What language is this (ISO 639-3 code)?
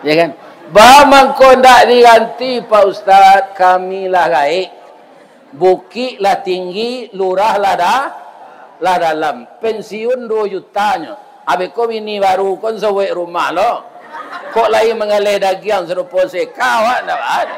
min